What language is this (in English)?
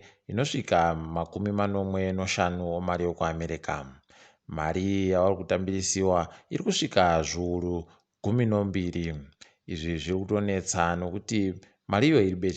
Ndau